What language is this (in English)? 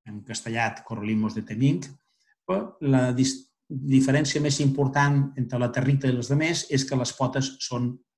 Catalan